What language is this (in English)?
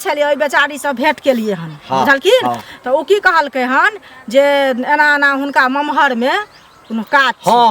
Maithili